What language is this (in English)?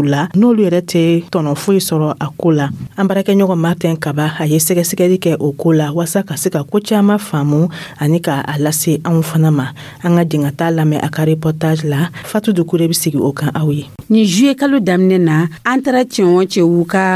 Dyula